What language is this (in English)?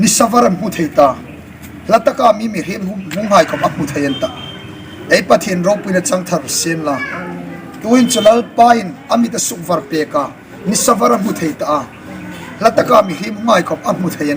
Hmar